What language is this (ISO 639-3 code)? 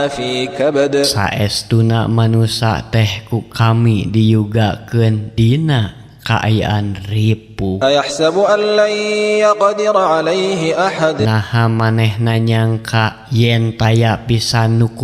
sun